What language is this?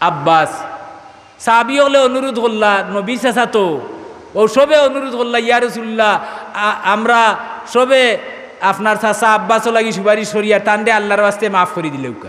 Sylheti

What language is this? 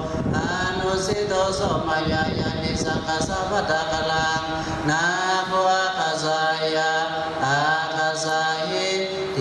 Pali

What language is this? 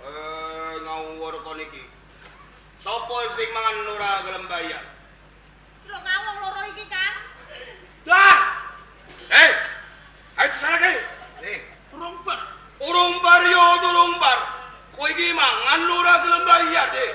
Javanese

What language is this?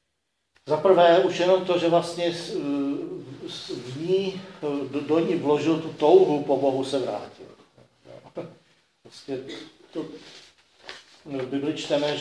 Czech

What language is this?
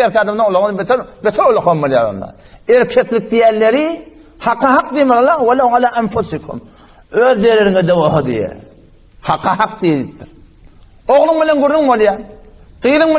Turkmen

